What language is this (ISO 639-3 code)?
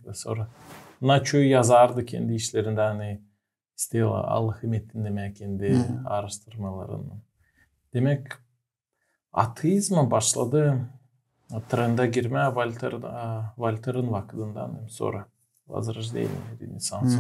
gag